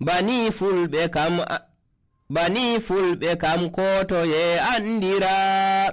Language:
Nigerian Fulfulde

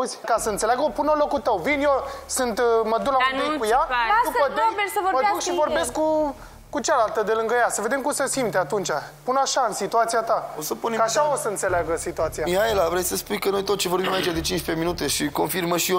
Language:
Romanian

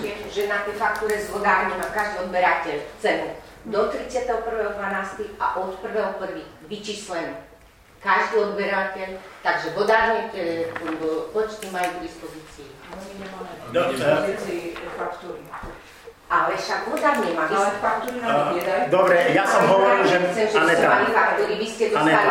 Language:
Slovak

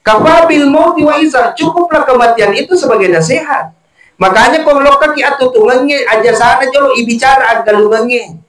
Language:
Buginese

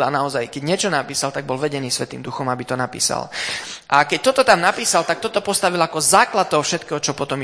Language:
Slovak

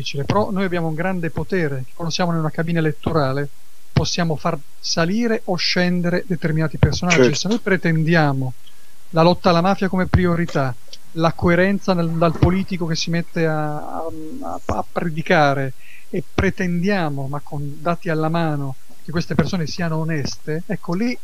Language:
Italian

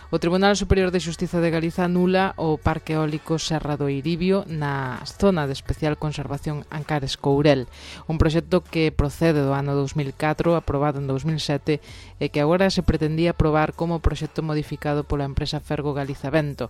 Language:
Galician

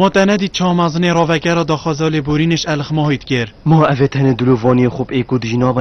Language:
Kurdish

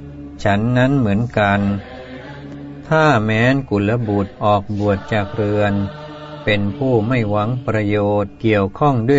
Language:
Thai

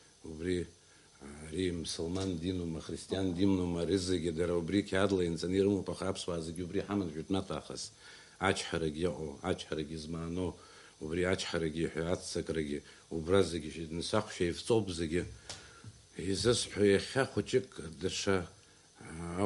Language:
Abkhazian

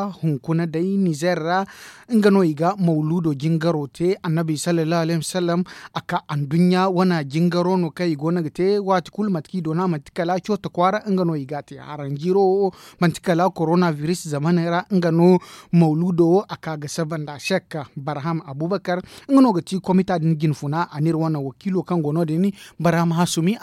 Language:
Zarma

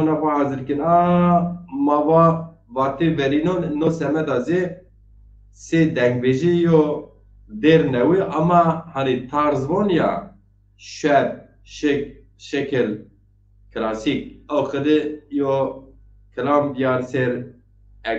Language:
Zaza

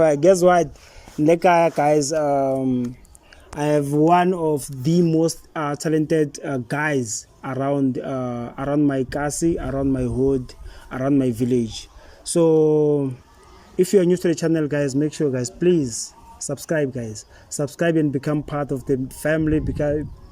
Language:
Tsonga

